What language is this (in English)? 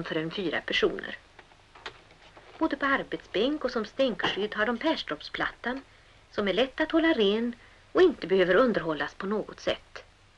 Swedish